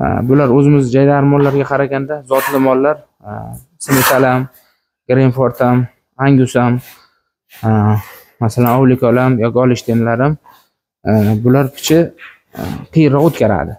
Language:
Uzbek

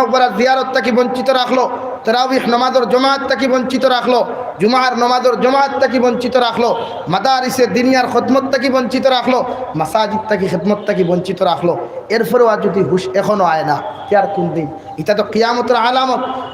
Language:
Sylheti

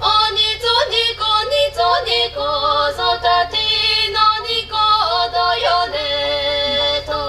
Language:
Chokri Naga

